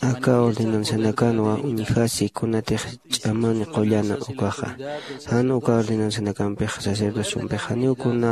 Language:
Aymara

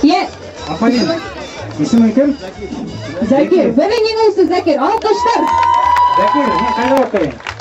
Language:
Bashkir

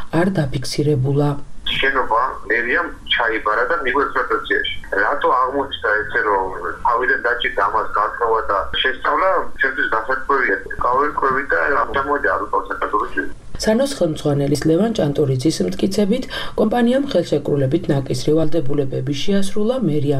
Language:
Georgian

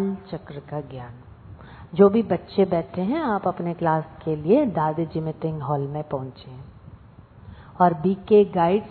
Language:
Hindi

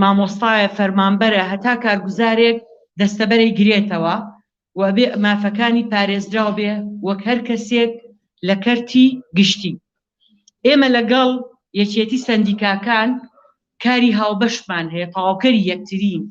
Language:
Central Kurdish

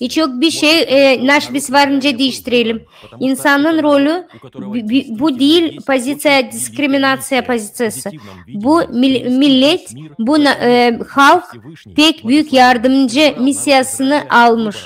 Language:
Gagauz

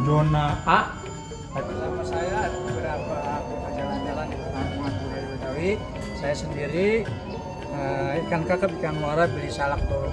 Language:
Betawi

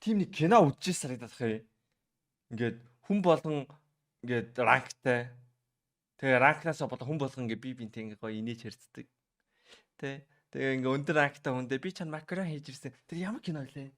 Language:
Mongolian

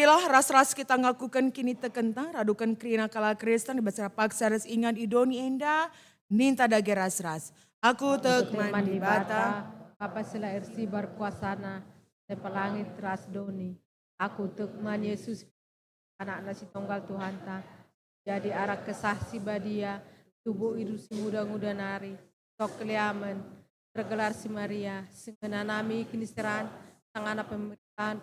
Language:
Batak Karo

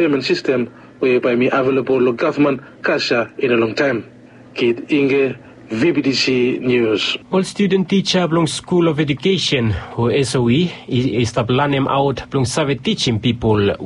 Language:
Bislama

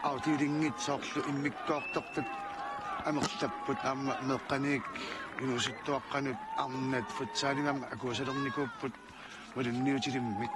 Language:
Kalaallisut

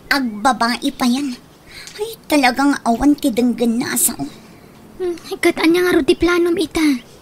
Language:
Iloko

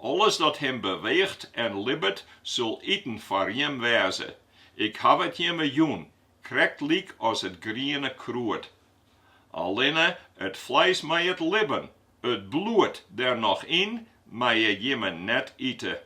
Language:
Western Frisian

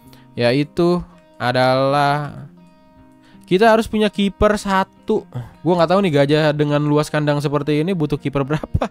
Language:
Indonesian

